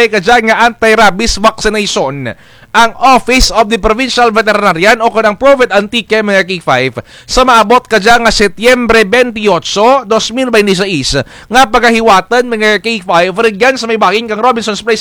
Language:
Kinaray-a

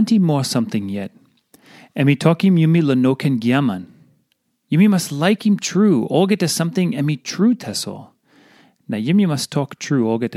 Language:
Tok Pisin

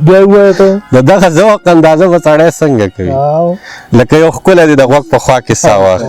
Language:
Pashto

